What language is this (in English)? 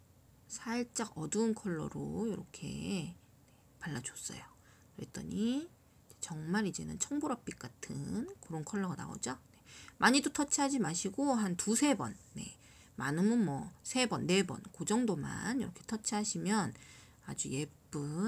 Korean